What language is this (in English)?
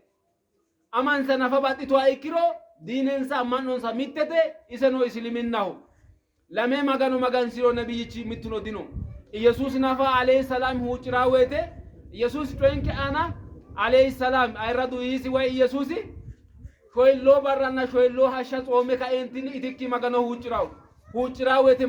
Sidamo